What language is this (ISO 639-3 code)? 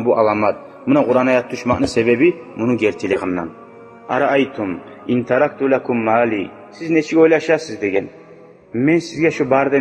kum